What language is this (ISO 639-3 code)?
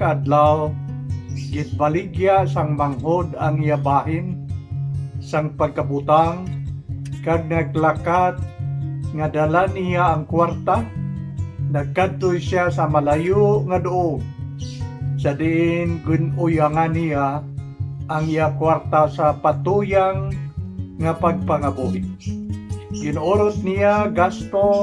hil